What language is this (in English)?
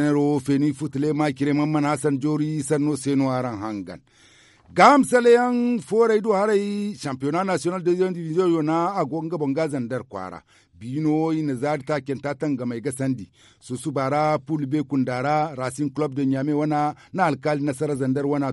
Zarma